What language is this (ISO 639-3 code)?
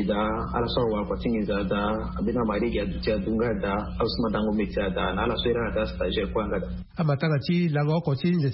sag